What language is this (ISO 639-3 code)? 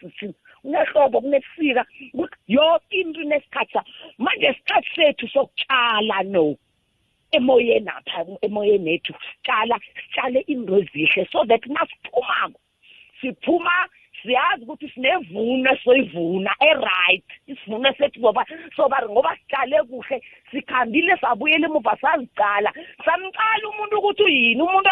nbl